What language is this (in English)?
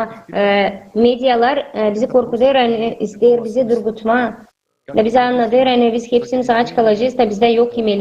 Gagauz